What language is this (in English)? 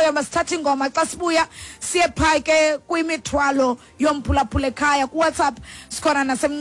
Xhosa